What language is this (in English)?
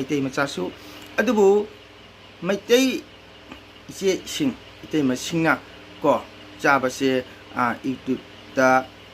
Manipuri